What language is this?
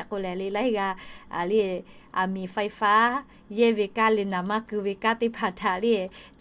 Lahu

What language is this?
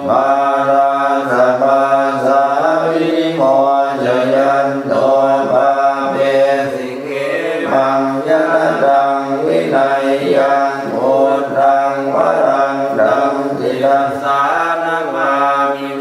Pali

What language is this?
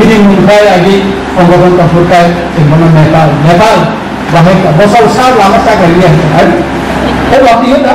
Kok Borok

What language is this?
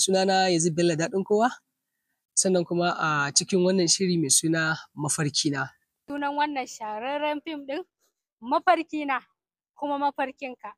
Hausa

